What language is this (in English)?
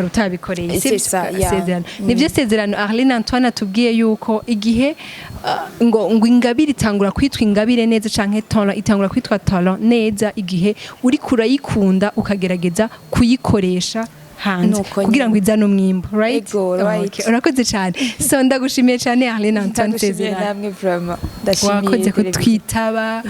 Rundi